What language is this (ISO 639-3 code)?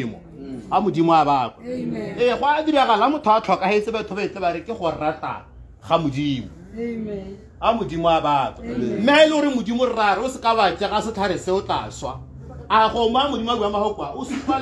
tsn